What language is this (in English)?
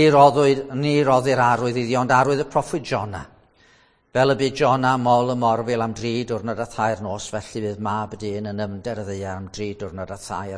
Welsh